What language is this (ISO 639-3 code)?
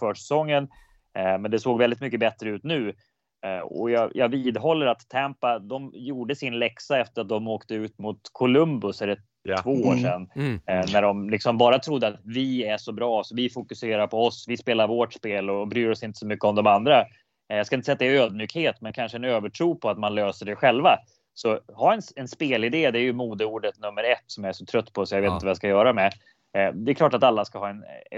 swe